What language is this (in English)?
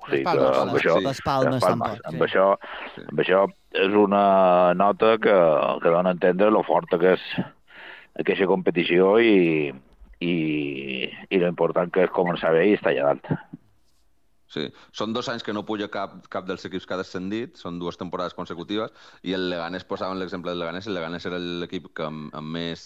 Catalan